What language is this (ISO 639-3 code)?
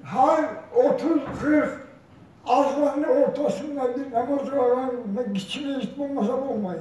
kum